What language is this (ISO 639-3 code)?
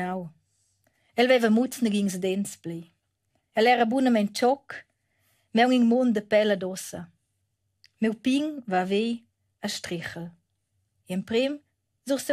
roh